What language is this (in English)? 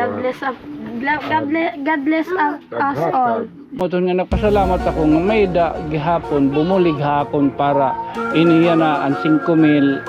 Waray